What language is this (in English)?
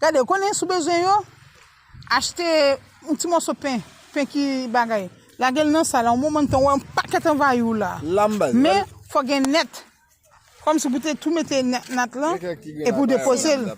Haitian Creole